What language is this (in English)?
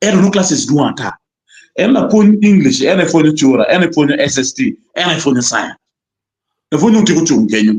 Acoli